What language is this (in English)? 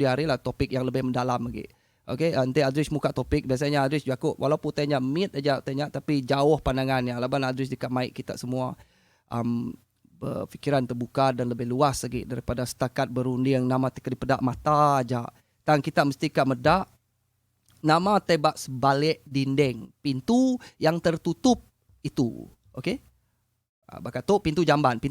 Iban